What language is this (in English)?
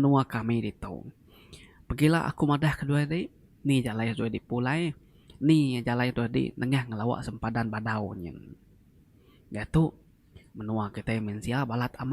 Iban